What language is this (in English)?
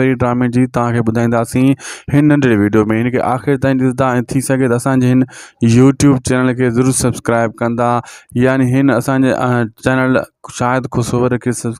Sindhi